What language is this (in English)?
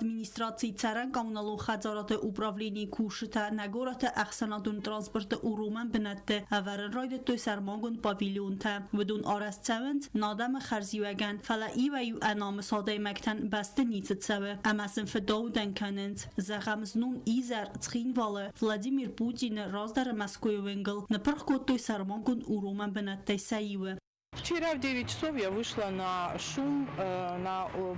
Ossetic